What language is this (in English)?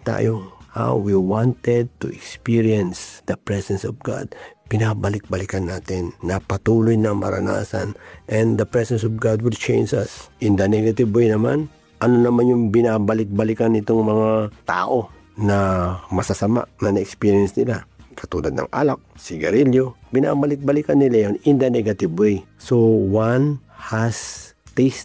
Filipino